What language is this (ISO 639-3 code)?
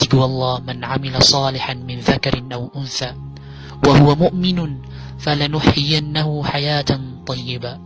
mrw